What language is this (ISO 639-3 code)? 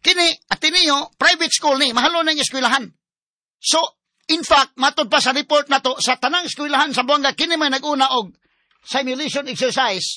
ceb